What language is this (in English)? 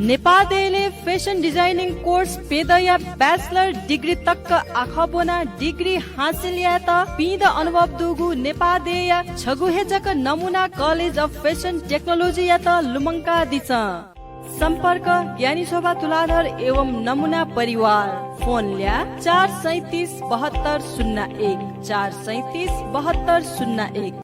Newari